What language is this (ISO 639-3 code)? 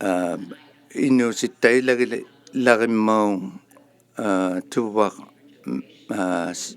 iku